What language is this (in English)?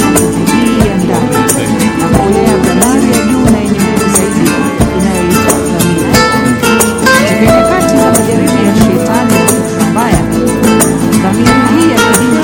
Swahili